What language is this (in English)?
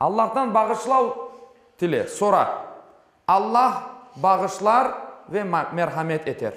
Crimean Tatar